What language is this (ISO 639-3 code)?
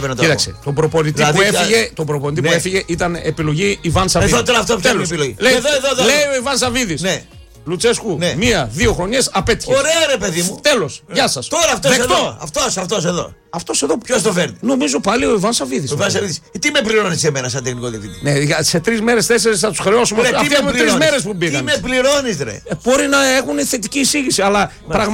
ell